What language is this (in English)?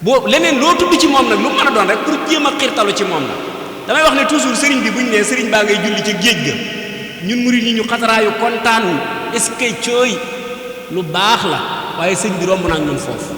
Wolof